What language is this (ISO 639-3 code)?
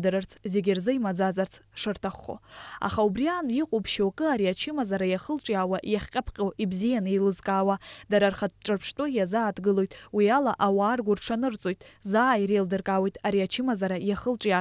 abk